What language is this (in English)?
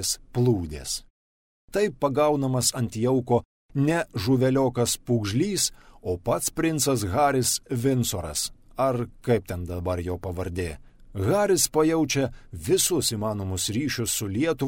Lithuanian